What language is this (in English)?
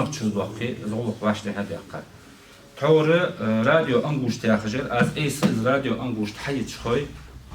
Ingush